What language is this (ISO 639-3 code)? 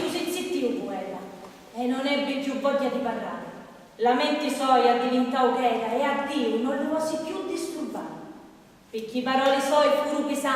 scn